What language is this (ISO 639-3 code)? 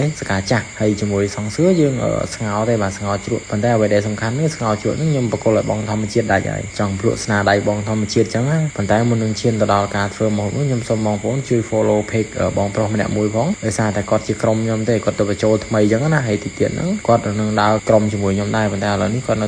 khm